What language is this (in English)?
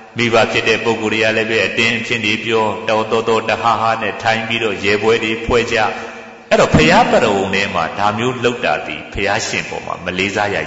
Burmese